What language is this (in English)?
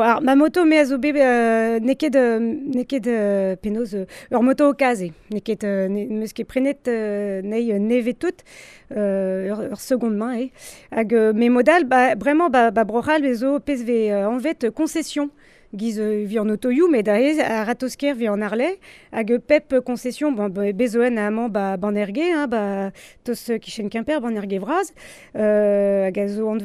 Breton